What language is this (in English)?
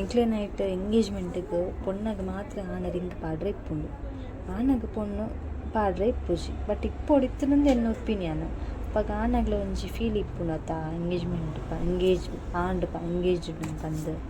Tulu